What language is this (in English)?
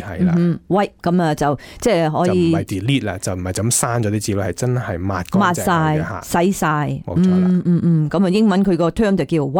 Cantonese